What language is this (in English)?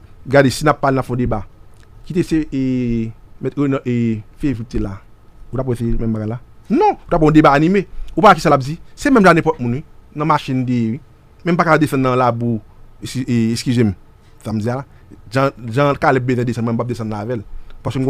Haitian Creole